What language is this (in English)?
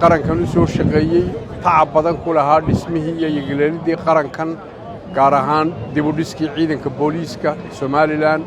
Somali